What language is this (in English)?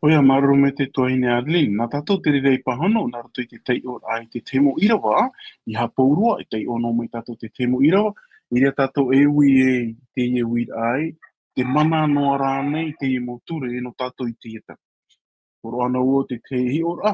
Tahitian